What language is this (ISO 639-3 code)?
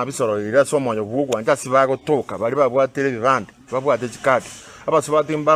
guz